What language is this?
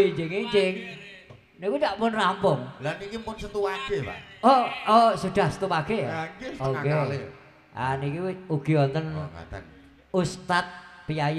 Javanese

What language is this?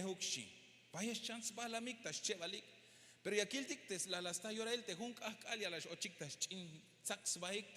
Tzeltal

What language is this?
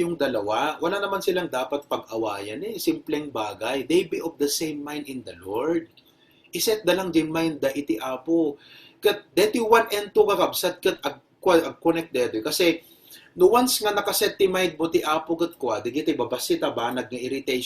Iloko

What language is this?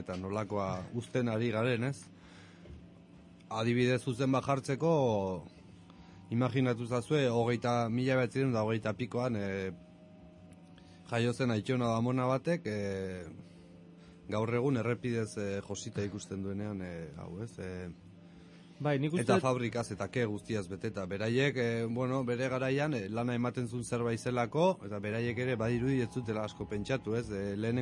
Basque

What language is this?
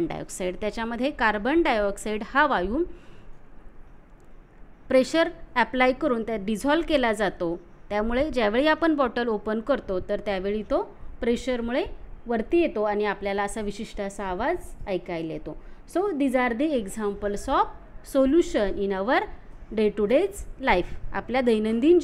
Marathi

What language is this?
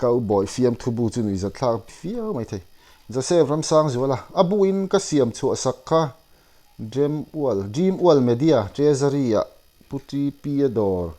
Mizo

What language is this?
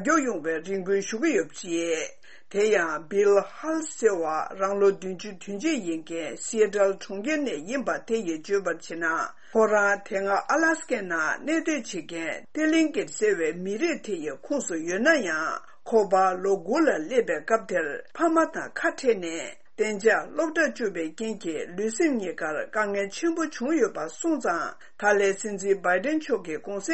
Tibetan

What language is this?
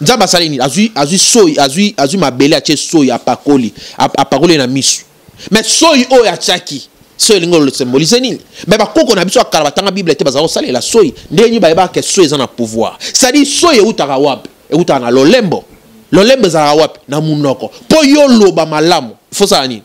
Lingala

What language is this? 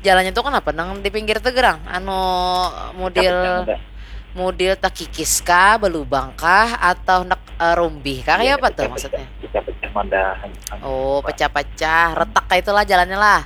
Banjar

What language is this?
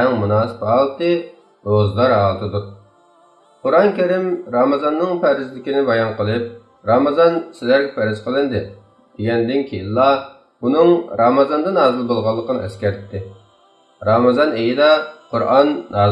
Uyghur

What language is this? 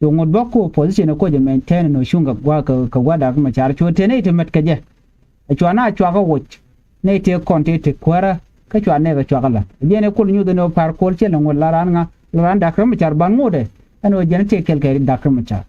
Nuer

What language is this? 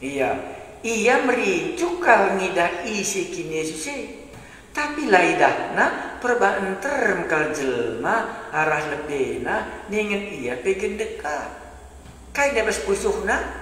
Batak Karo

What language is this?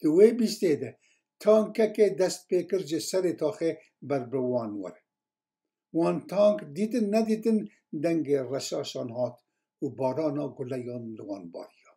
Kurdish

